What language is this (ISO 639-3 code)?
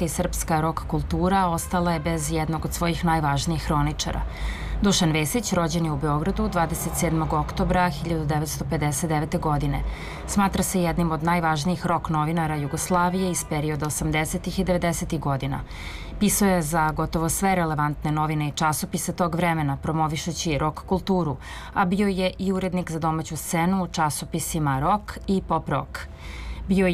srp